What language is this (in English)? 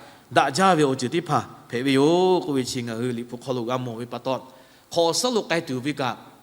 Lahu